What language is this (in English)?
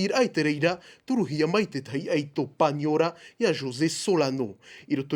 Tahitian